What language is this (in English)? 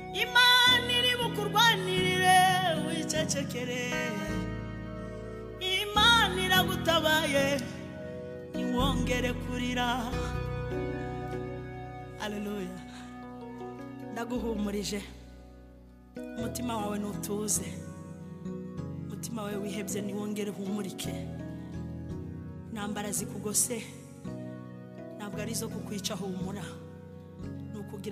Kinyarwanda